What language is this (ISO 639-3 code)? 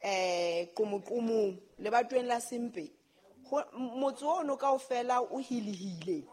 sot